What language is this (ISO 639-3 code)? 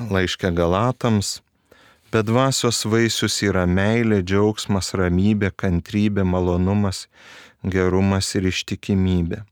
lit